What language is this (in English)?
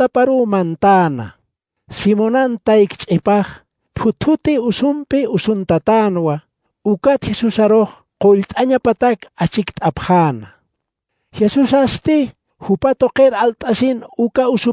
Aymara